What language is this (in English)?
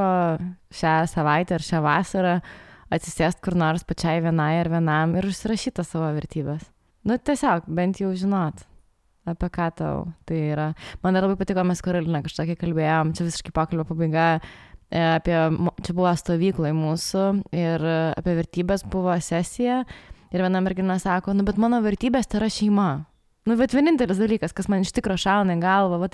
Lithuanian